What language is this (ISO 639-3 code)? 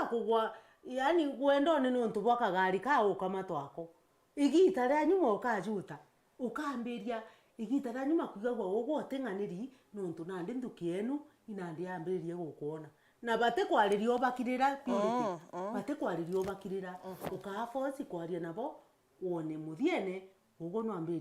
mer